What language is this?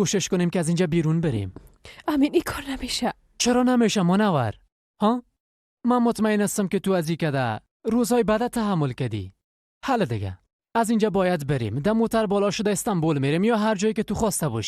Persian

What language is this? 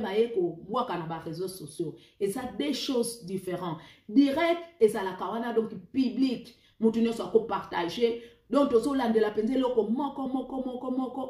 Lingala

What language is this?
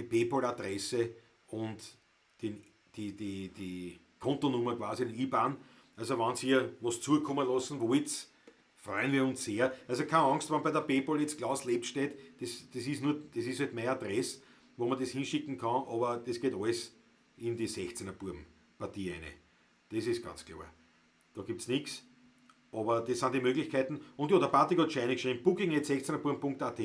Bavarian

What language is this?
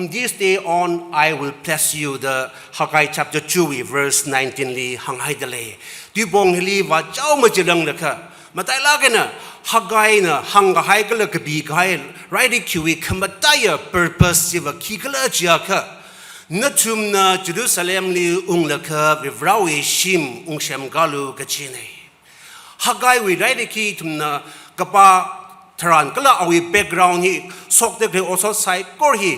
Tangkhul Naga (India)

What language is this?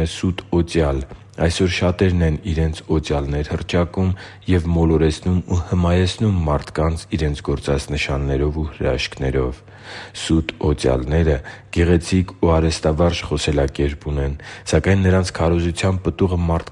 Armenian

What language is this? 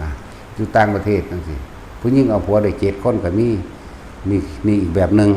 Lao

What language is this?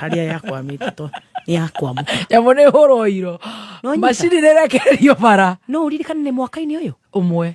Kikuyu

